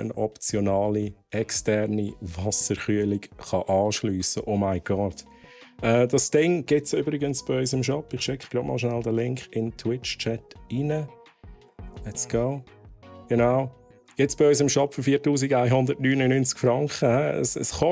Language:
Swiss German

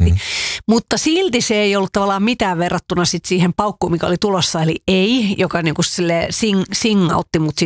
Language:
Finnish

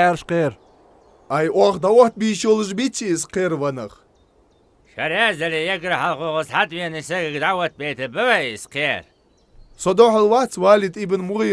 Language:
Ingush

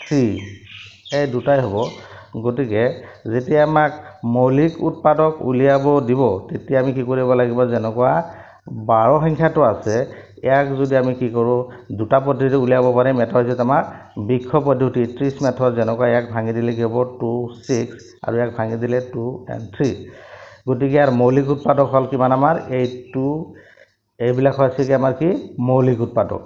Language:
Assamese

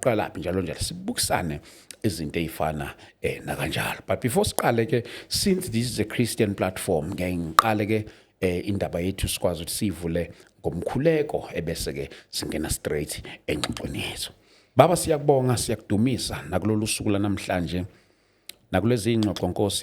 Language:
Zulu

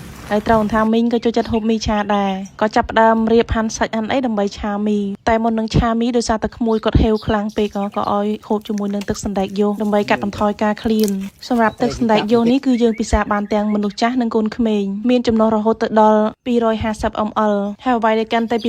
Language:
Khmer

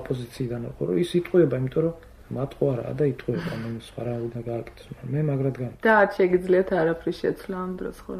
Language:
Georgian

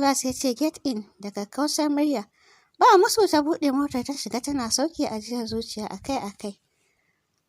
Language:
Hausa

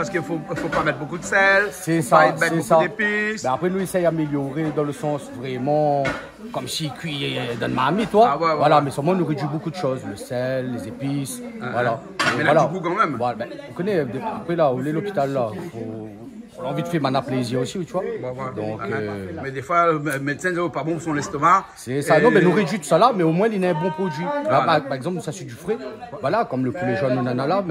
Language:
Réunion Creole French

